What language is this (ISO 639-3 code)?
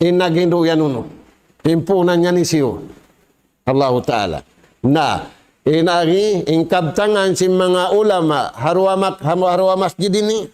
tsg